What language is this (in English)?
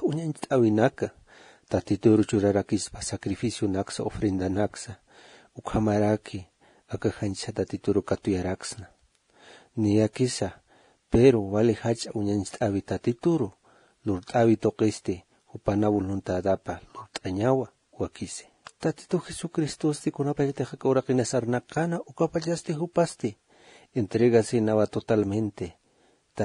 Aymara